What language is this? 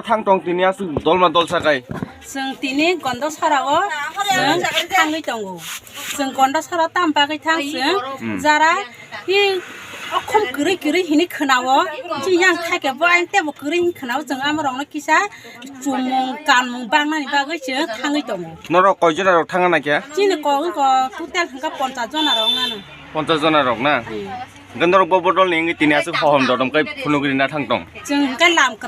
Kok Borok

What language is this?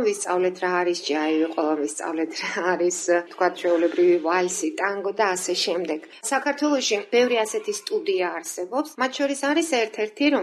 Georgian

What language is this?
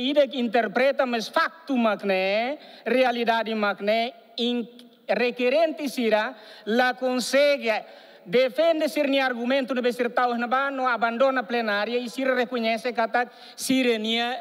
Tetum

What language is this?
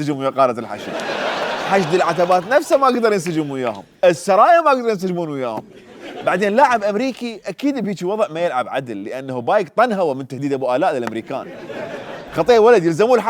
Mesopotamian Arabic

